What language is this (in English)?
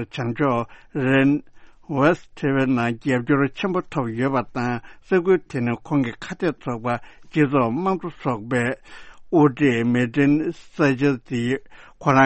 Tibetan